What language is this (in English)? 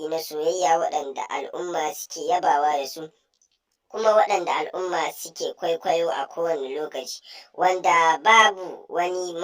Hausa